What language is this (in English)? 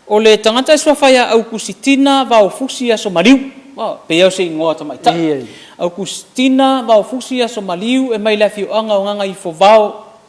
Samoan